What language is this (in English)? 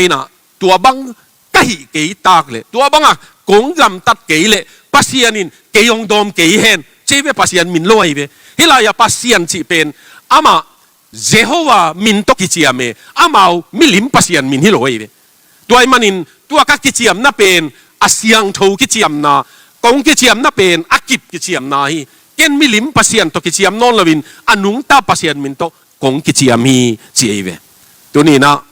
Tedim Chin